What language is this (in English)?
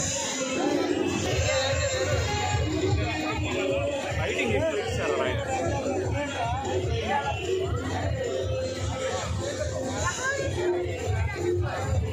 Telugu